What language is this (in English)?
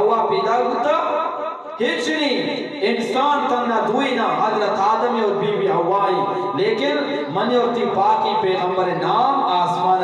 Eastern Balochi